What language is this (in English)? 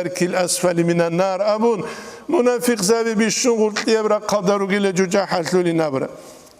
Avaric